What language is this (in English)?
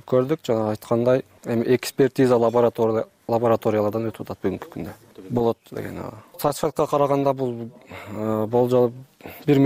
Kyrgyz